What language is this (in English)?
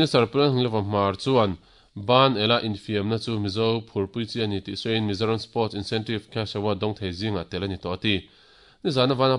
Mizo